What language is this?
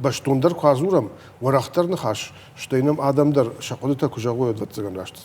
Ossetic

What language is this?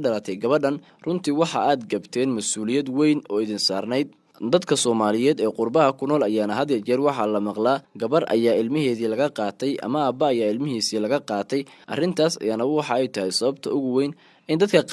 Somali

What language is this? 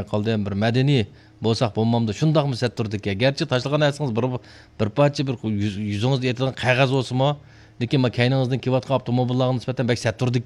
Uyghur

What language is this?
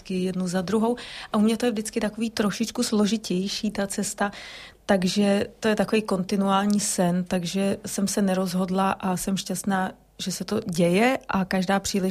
Czech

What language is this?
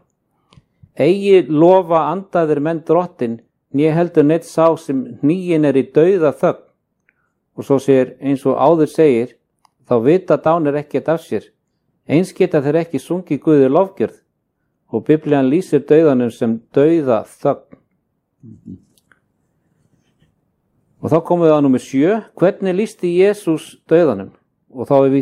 Icelandic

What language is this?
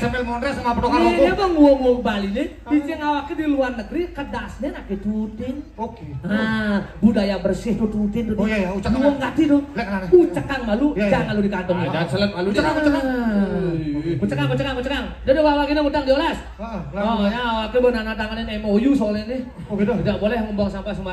Balinese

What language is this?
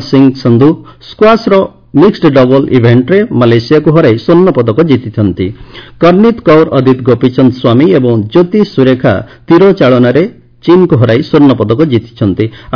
Odia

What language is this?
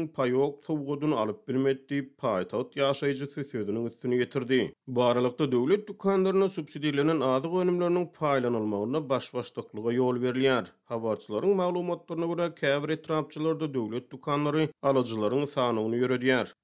Turkmen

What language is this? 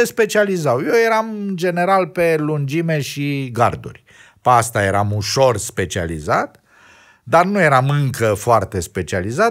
Romanian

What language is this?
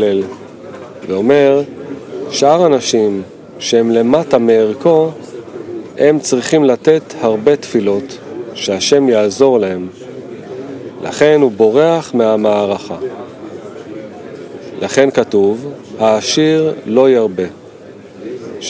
Hebrew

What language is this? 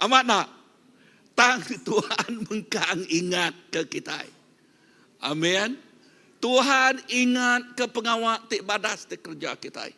Iban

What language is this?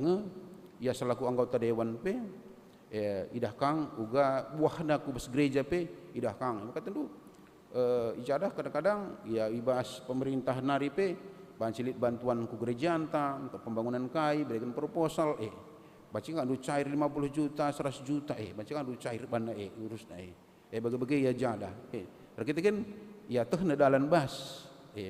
Batak Karo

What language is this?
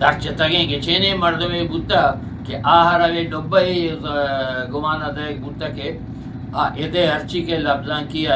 Eastern Balochi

